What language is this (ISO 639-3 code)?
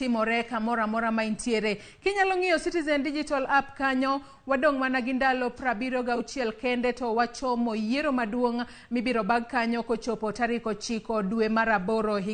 luo